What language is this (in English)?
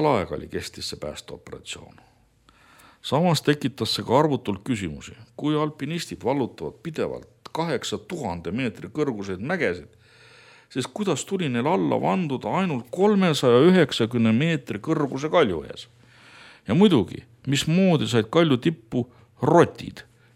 Estonian